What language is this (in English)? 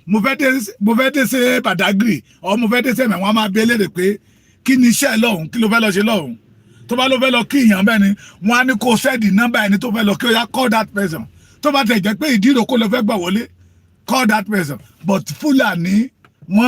Yoruba